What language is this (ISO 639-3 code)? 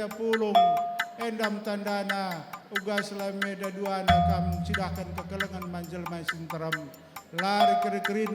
btx